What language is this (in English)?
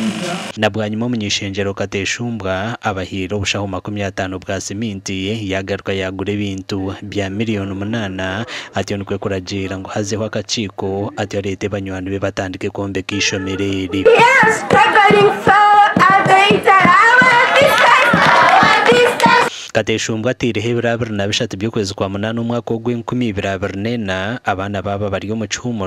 Nyankole